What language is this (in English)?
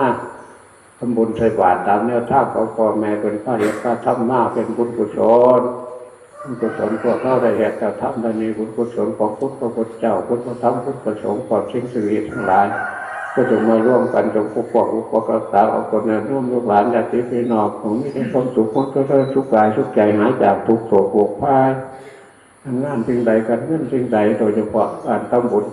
Northeastern Thai